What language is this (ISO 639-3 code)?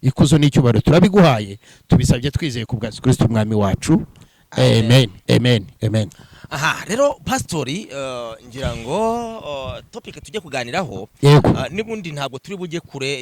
kin